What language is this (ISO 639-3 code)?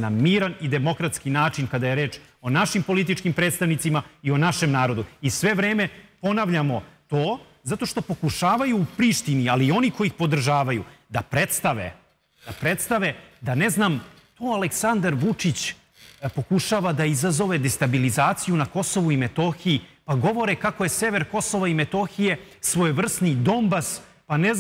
srp